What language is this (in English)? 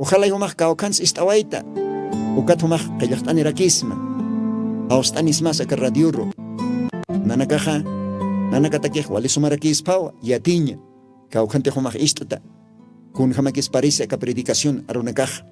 Aymara